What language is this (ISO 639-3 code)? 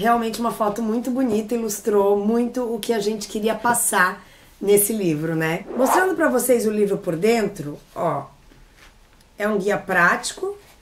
por